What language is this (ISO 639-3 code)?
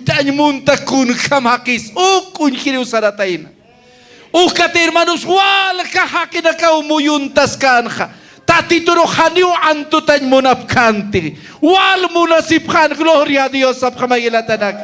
aym